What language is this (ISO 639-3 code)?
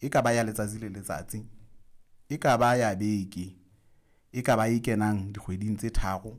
sot